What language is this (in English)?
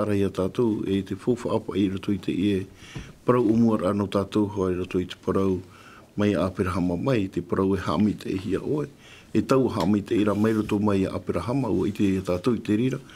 Tahitian